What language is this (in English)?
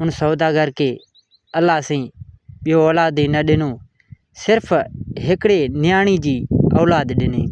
Sindhi